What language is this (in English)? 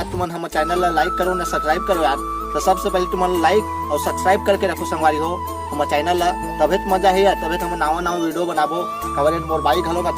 Chhattisgarhi